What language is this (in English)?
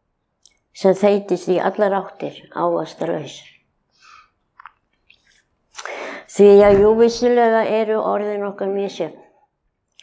Icelandic